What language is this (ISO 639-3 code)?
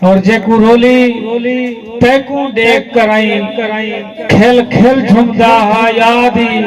skr